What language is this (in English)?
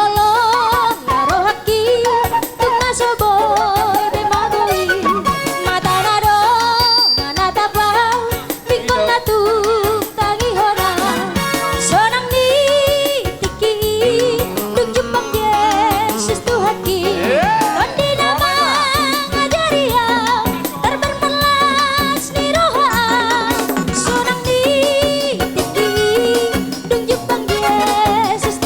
Batak Toba